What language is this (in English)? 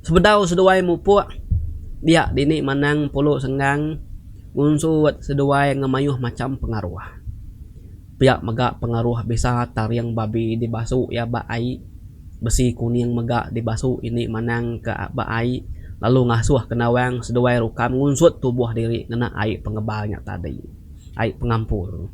Iban